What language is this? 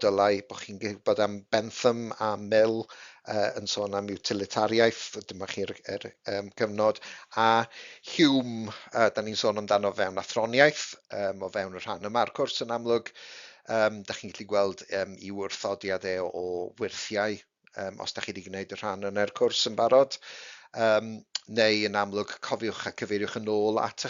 Welsh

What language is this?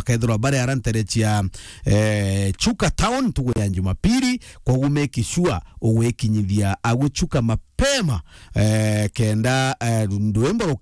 Meru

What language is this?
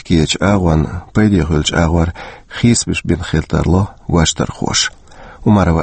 Chechen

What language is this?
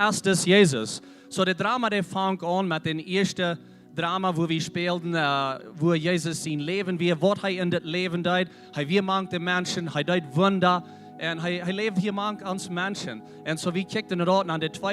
Plautdietsch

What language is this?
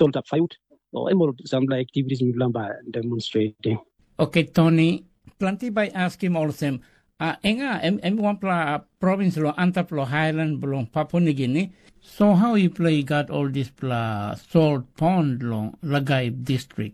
Tok Pisin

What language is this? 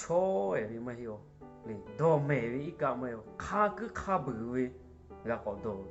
Lahu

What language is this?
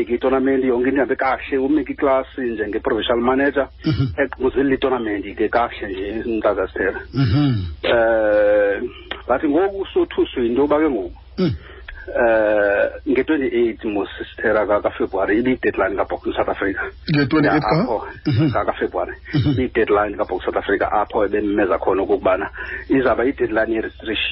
Xhosa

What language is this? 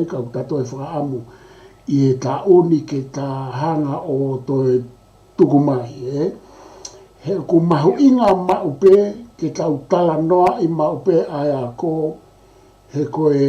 Tongan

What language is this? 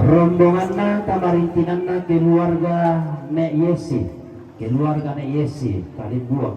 Toraja-Sa'dan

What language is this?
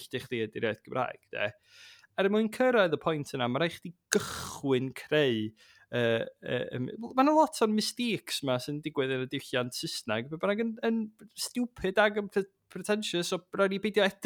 Welsh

